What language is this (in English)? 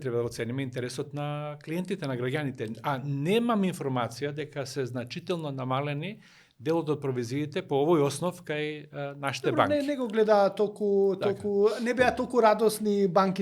Macedonian